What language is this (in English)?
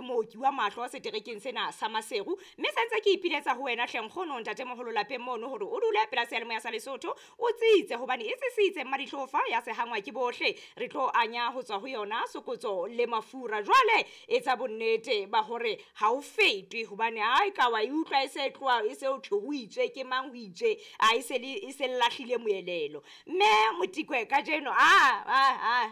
Southern Sotho